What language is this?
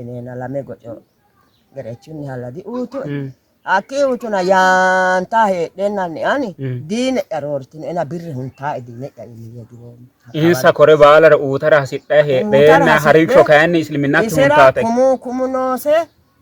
Sidamo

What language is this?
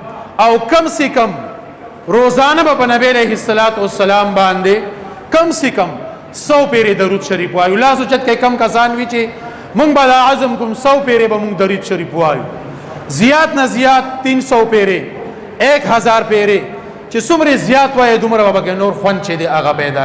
Pashto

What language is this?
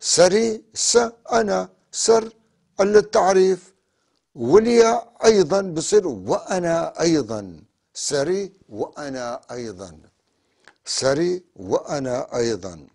North Levantine Arabic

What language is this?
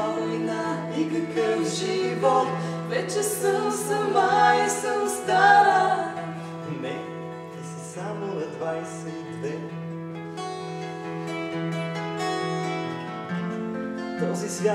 Bulgarian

